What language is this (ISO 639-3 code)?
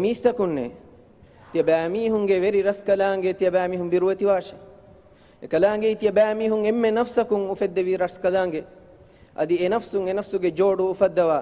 div